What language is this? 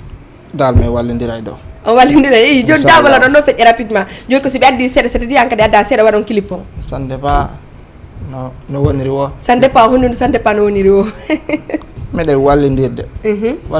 Fula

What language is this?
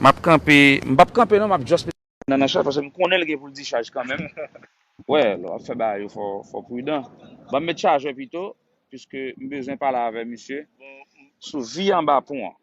Haitian Creole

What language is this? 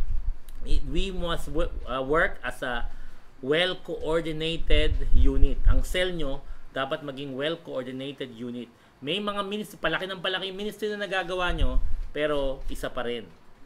Filipino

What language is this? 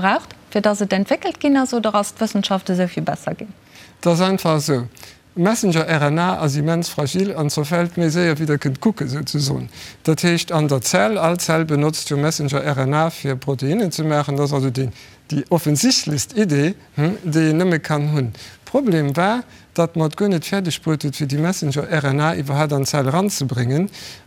Luxembourgish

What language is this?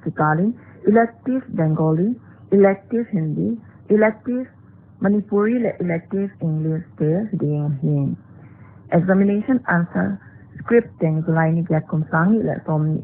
Paite Chin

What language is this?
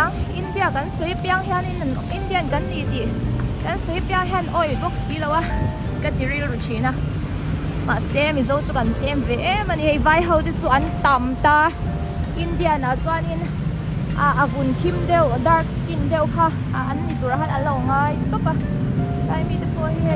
Mizo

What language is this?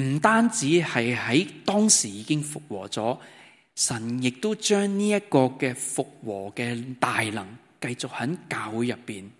Cantonese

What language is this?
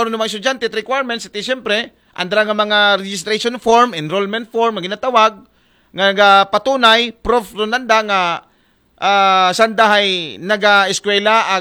Aklanon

